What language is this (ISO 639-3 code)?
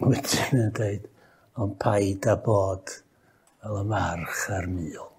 cym